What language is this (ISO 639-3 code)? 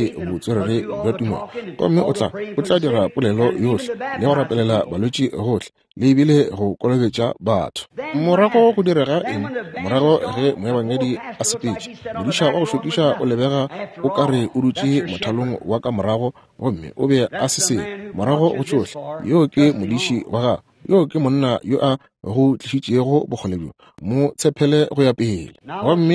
nso